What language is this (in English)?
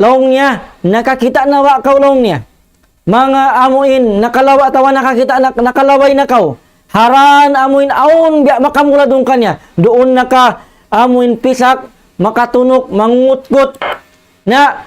Tausug